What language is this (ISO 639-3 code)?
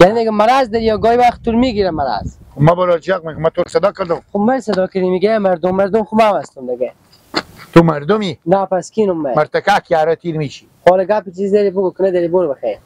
haz